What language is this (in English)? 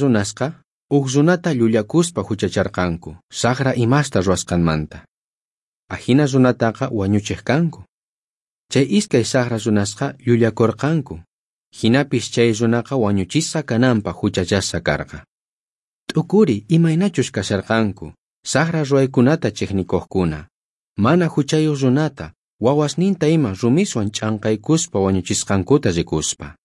South Bolivian Quechua